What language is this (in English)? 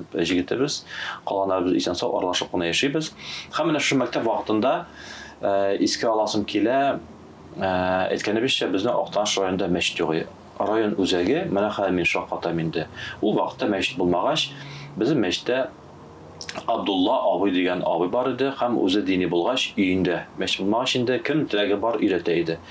Tatar